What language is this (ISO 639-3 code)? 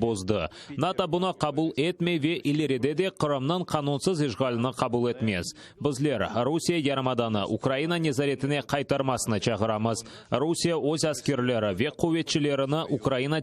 crh